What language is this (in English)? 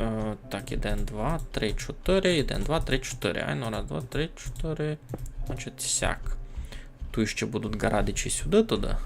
Rusyn